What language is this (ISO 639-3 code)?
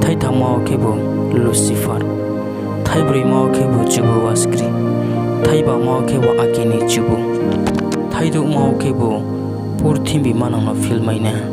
ria